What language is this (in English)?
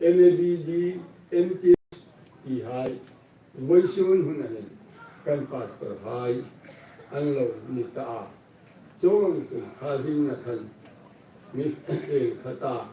Hmar